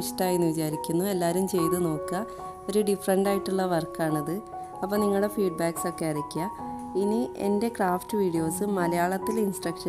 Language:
Malayalam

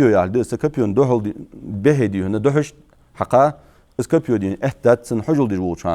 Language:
Ingush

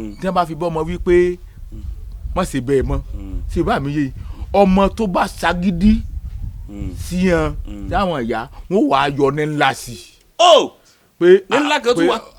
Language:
Yoruba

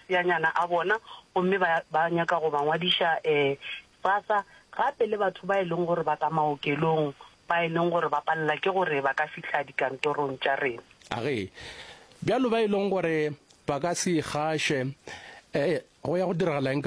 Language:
Northern Sotho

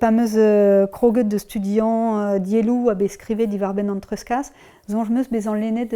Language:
Breton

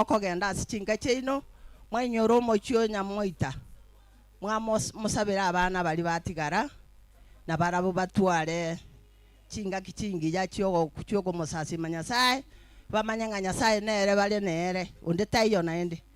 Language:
Gusii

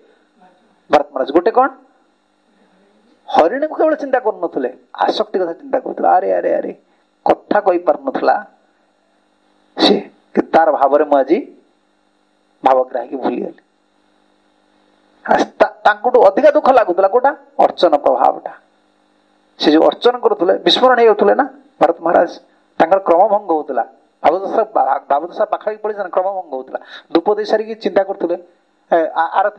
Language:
Odia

